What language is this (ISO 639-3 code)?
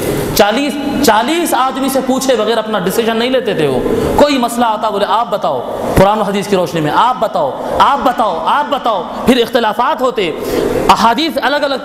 urd